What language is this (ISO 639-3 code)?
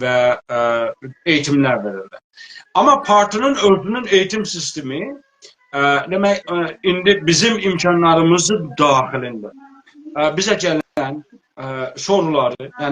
azb